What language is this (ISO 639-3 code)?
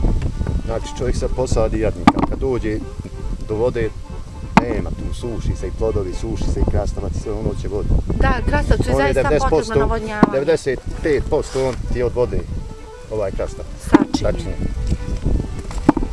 bos